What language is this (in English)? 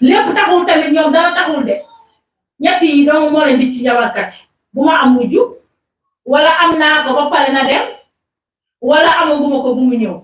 Wolof